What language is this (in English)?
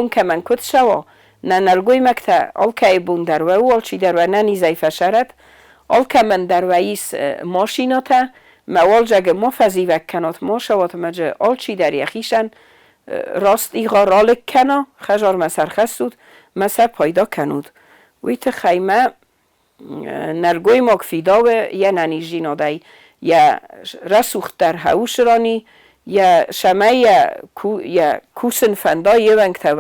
Ossetic